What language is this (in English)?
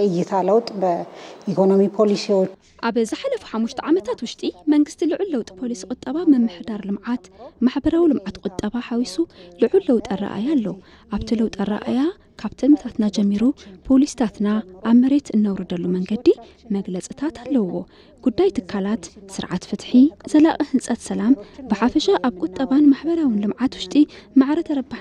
Tigrinya